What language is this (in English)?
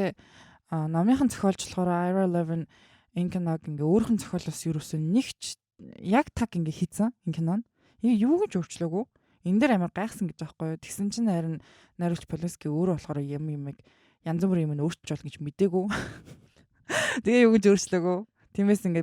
Mongolian